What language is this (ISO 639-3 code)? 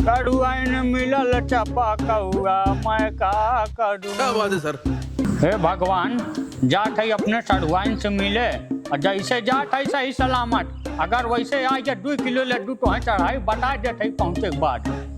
awa